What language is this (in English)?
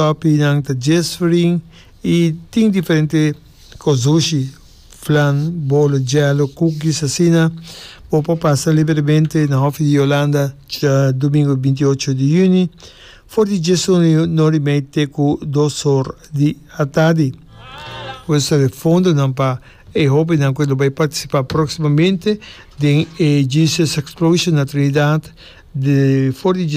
Papiamento